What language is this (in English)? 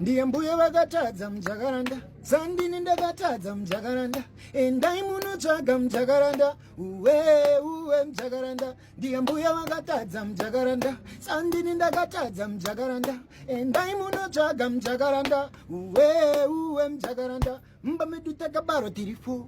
Shona